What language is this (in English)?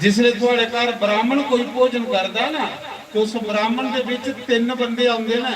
Dogri